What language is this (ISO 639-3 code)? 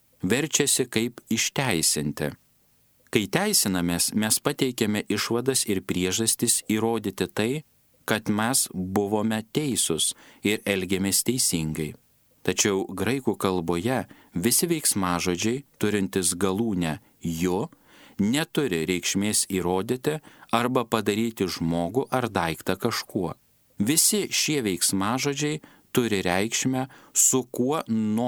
lit